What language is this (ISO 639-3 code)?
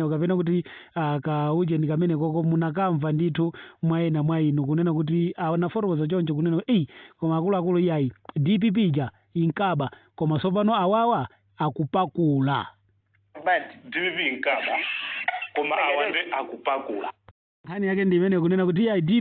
nya